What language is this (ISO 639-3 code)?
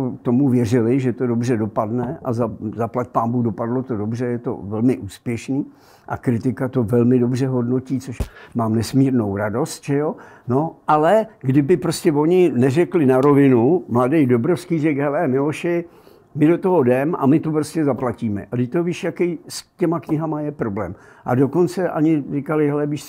ces